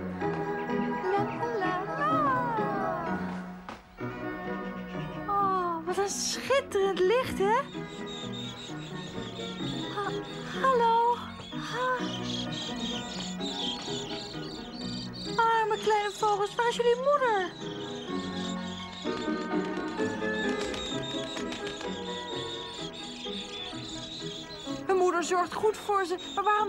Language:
Dutch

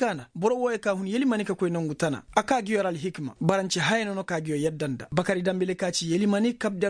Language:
Koyraboro Senni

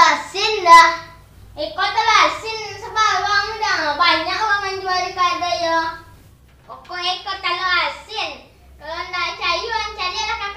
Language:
Minangkabau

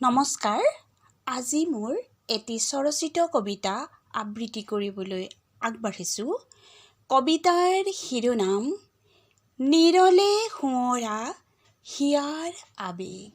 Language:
Assamese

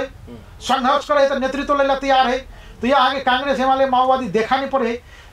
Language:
Hindi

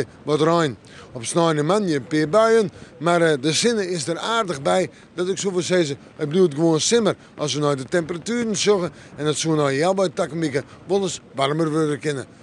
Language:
Western Frisian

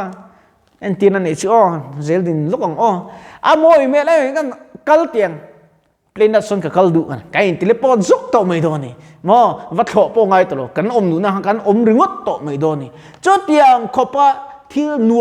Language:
Mizo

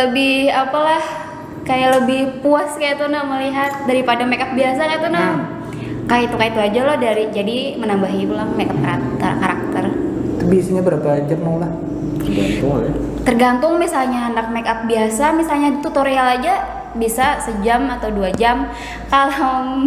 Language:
Banjar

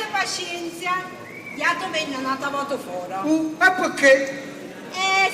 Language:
Neapolitan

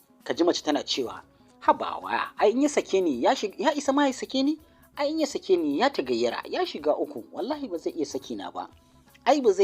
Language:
Hausa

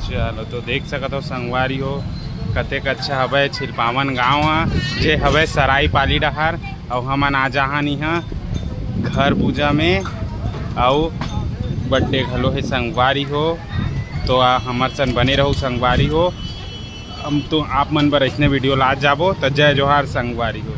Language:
Chhattisgarhi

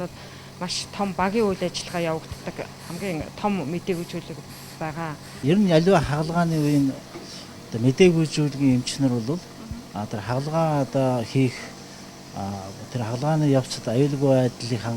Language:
Mongolian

